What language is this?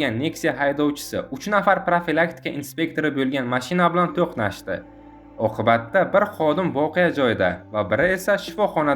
Uzbek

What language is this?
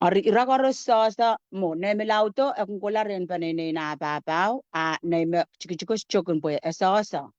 Pohnpeian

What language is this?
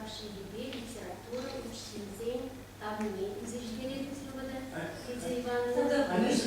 Chuvash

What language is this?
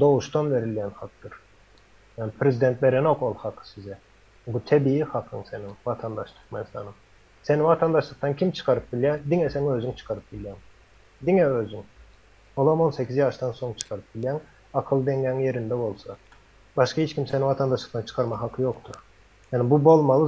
Turkmen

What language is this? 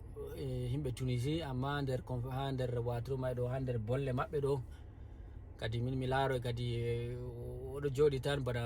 Fula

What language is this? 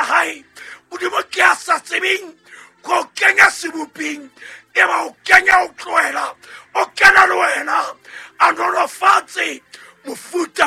Southern Sotho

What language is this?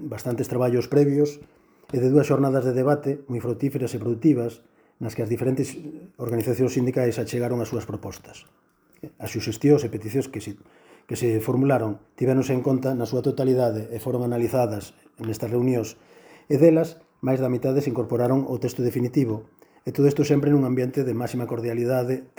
Galician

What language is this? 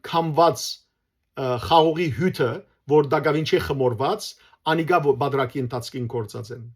Western Armenian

